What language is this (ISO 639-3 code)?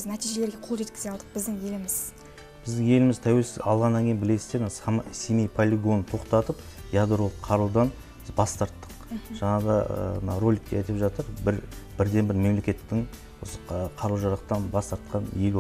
kaz